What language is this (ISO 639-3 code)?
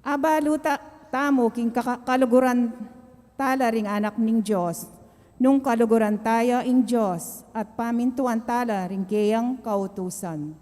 pam